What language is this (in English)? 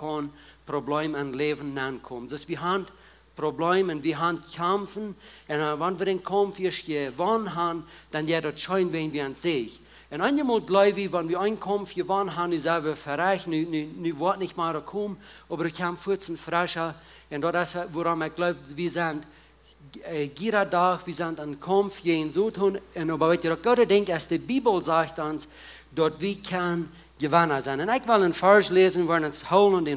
Plautdietsch